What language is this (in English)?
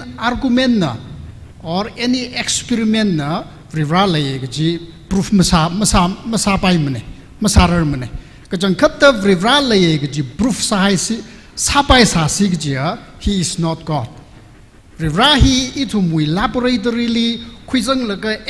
Tangkhul Naga (India)